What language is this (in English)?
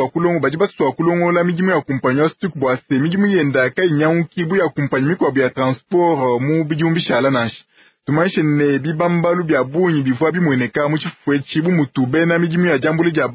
Luba-Lulua